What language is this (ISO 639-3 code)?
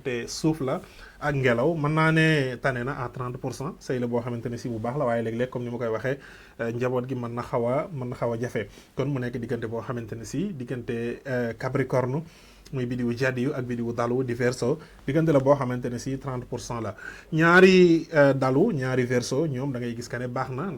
wol